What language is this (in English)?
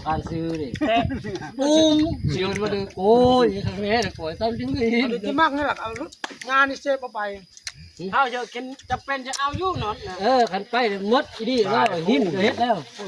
Northeastern Thai